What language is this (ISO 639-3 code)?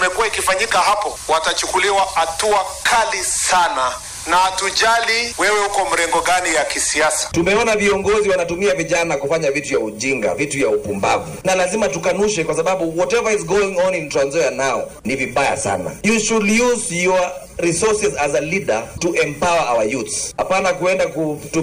swa